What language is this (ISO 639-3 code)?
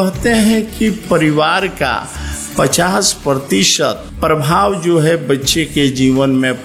hin